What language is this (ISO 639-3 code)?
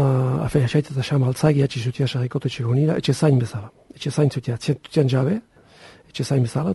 eus